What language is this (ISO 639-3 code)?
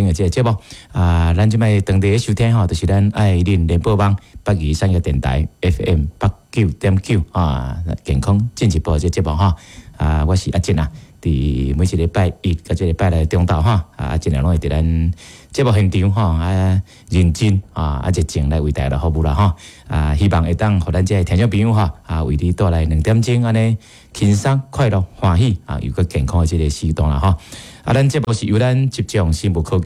nan